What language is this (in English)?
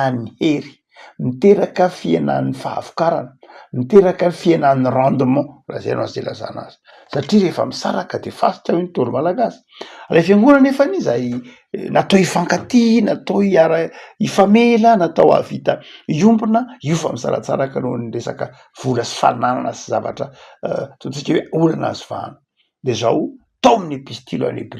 Malagasy